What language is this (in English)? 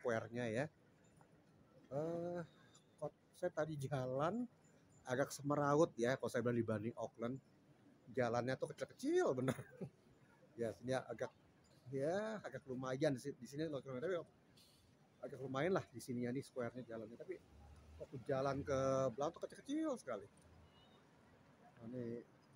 Indonesian